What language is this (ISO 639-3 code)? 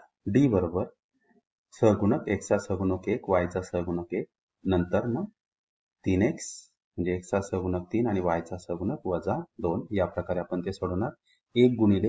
mar